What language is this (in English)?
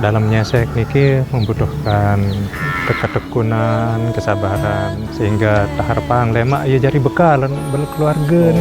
Sasak